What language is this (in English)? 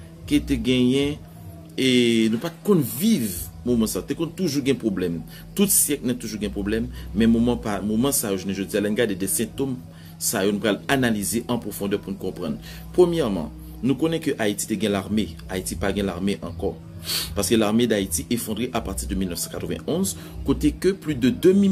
Haitian Creole